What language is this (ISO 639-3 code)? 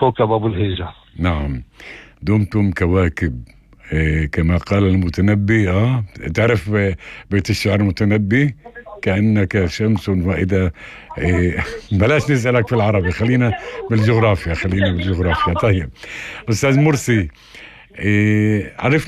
apc